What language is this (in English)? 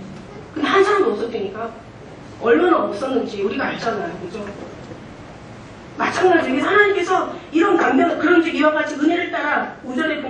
Korean